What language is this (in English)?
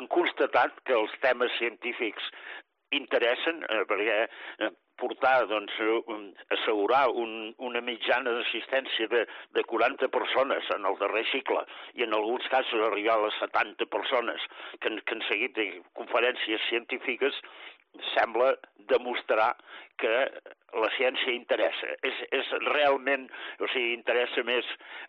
Catalan